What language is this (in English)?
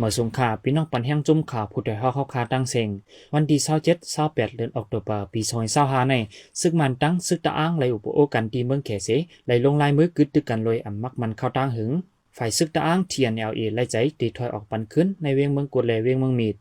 Shan